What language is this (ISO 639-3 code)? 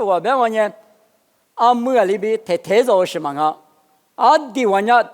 lis